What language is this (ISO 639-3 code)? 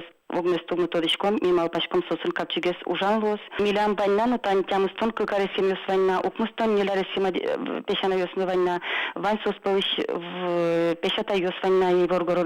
udm